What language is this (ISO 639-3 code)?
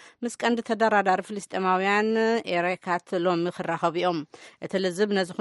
tir